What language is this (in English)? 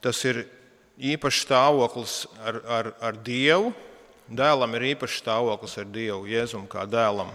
Latvian